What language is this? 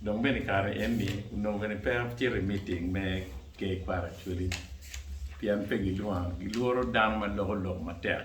Acoli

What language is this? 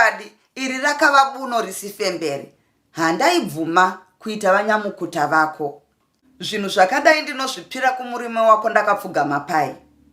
Shona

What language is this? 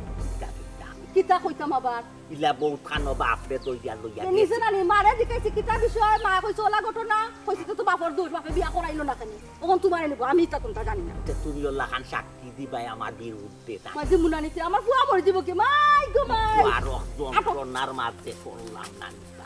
Sylheti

